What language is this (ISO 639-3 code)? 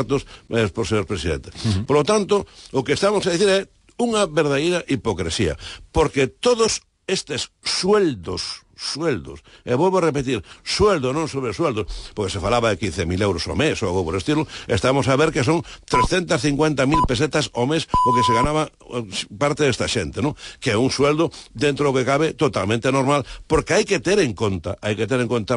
glg